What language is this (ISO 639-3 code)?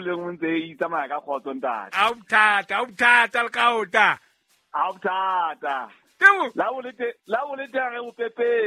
sot